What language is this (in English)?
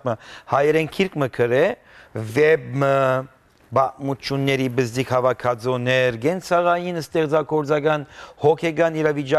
Western Armenian